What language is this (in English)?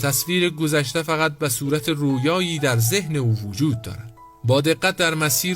Persian